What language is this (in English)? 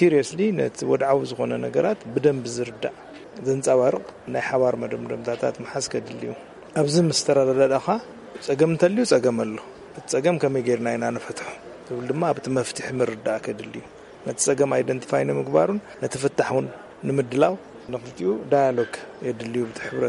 Tigrinya